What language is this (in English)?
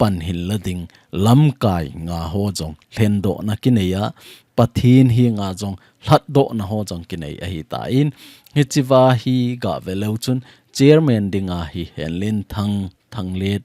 Thado Chin